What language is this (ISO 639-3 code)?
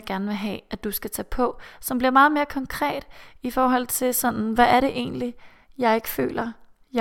dan